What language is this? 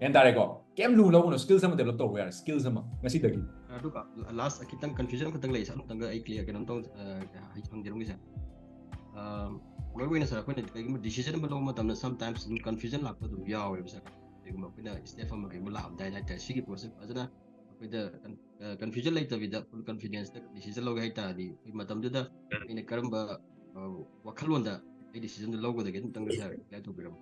Manipuri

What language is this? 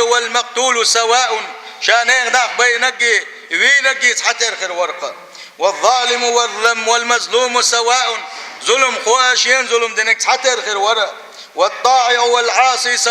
Chechen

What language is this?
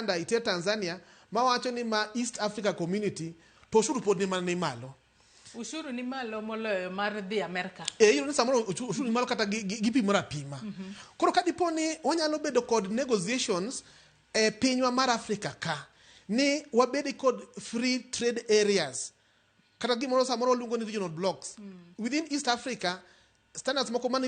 Luo (Kenya and Tanzania)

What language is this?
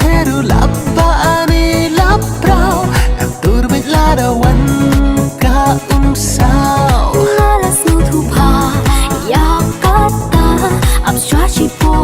Khasi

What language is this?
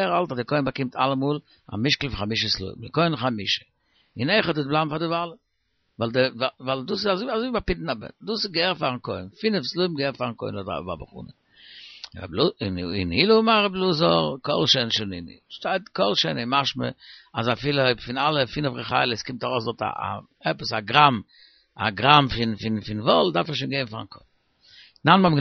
Yiddish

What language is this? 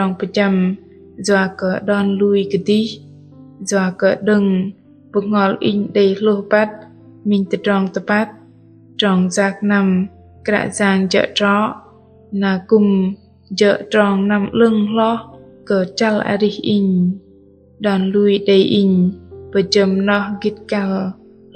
Bahnar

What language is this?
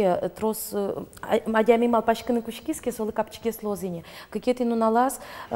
Udmurt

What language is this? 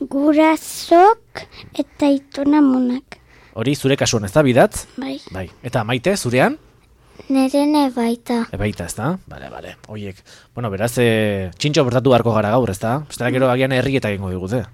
Basque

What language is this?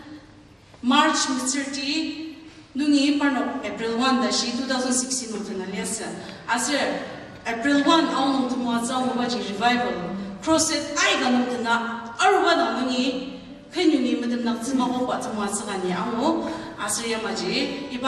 Ao Naga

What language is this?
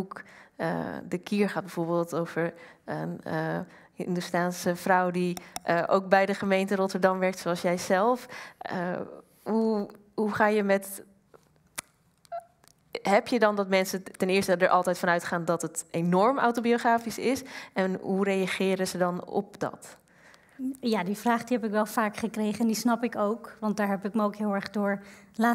Dutch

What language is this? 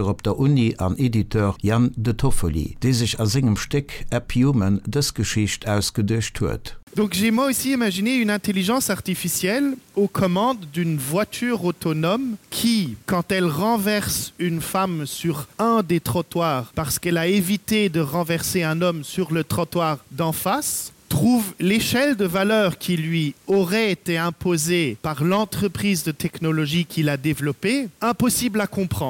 Luxembourgish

